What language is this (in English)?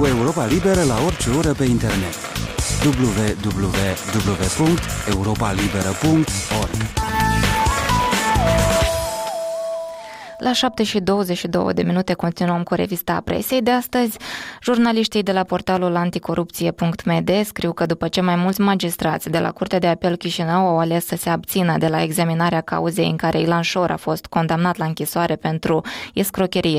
Romanian